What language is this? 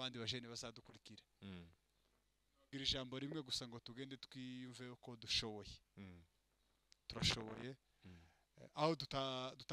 Kinyarwanda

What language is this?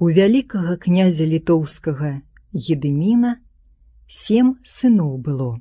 Belarusian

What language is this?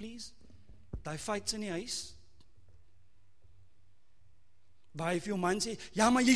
Afrikaans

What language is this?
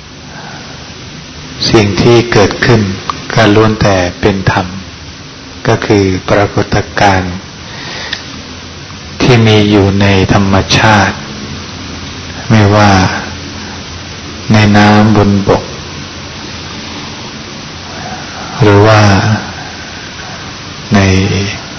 Thai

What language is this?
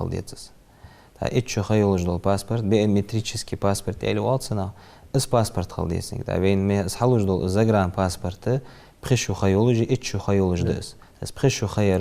Ingush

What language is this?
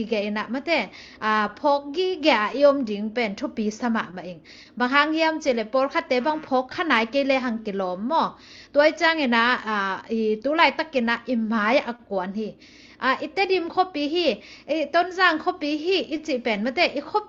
Tedim Chin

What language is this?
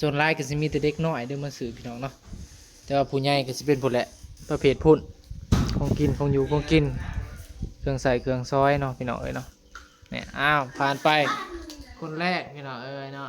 Northeastern Thai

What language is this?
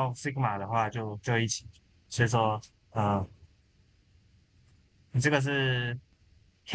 Chinese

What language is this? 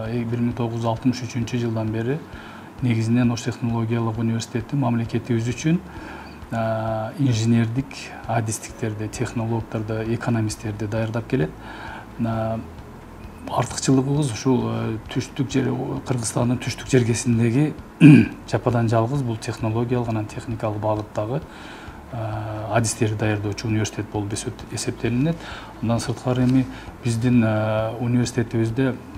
Kyrgyz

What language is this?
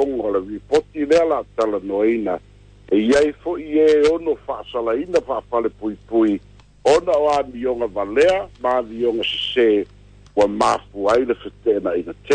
Samoan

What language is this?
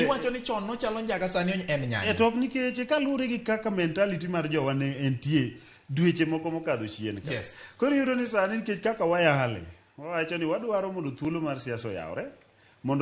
Luo (Kenya and Tanzania)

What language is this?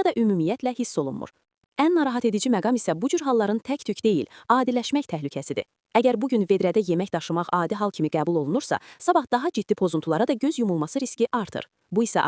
Azerbaijani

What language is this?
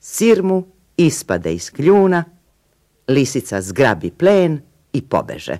Serbian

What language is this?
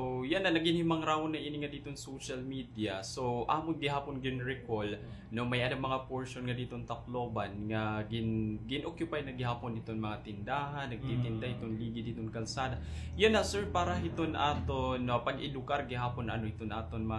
Waray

